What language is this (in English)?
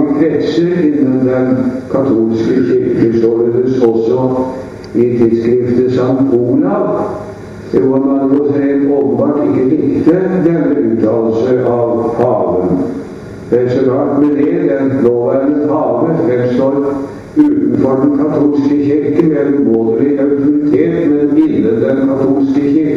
Norwegian